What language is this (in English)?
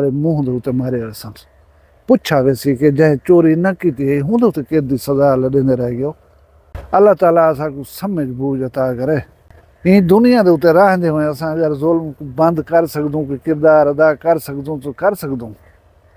Saraiki